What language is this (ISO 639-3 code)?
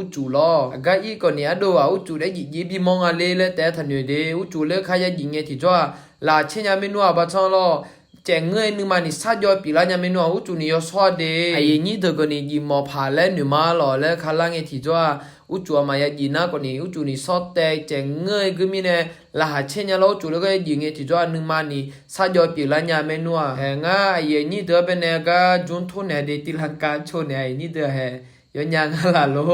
ahk